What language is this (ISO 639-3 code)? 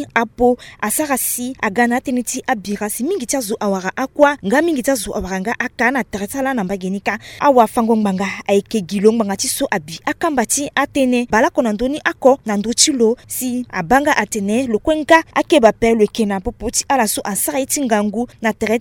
sag